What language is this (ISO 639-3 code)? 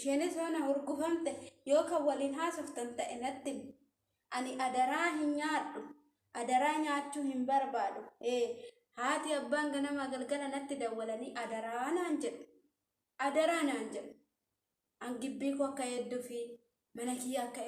orm